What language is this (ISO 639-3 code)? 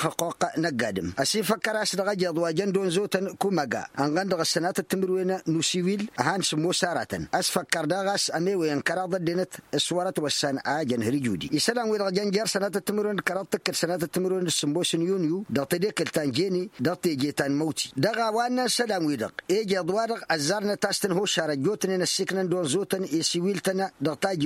taq